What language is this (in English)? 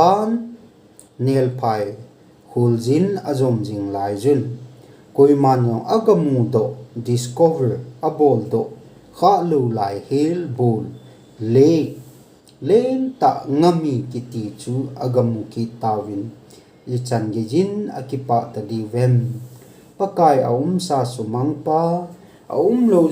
Thado Chin